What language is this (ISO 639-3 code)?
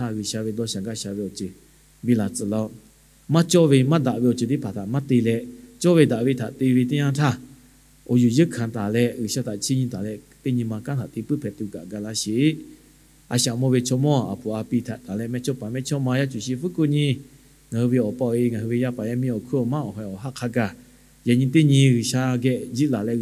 lhu